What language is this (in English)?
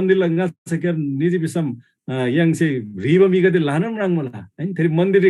Eastern Tamang